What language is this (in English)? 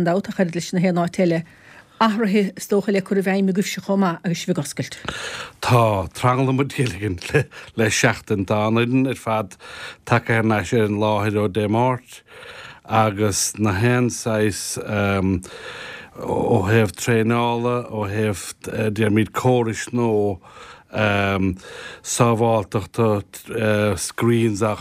Irish